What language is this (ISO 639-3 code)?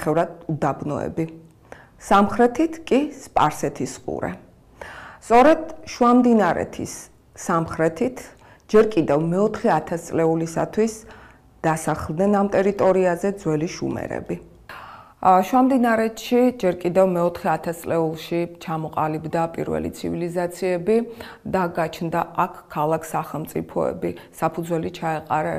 kat